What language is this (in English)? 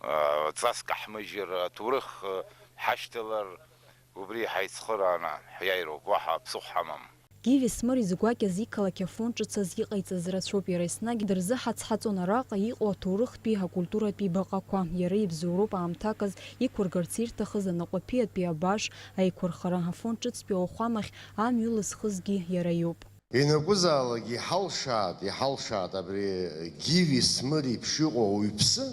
Abkhazian